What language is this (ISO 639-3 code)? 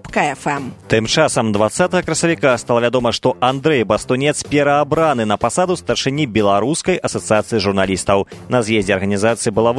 bel